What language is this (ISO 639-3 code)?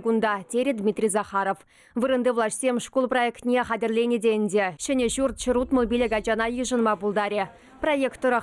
chv